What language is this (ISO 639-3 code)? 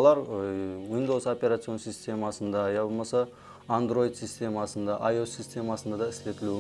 kaa